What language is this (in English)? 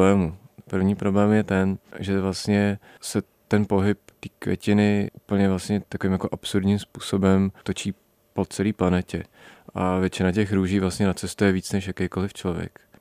Czech